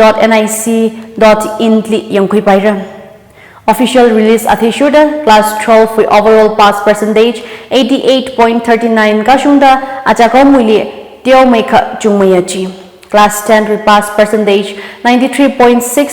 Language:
Tangkhul Naga (India)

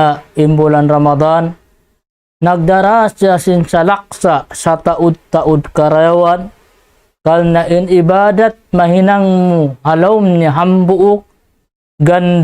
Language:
Tausug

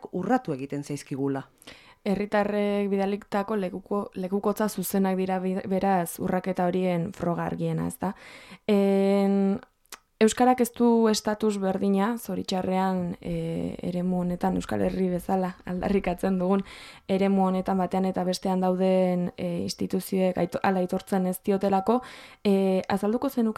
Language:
Basque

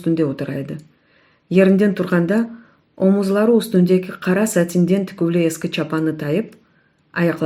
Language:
Crimean Tatar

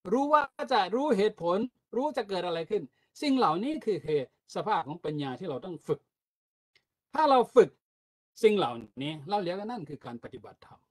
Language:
Thai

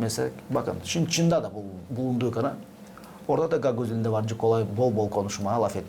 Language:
Gagauz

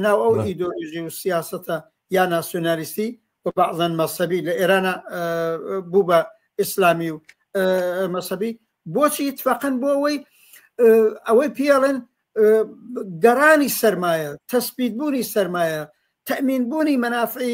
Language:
Central Kurdish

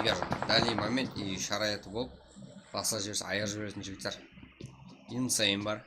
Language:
Kara-Kalpak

